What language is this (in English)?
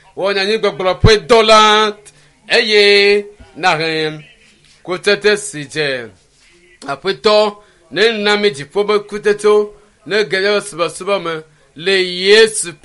Ewe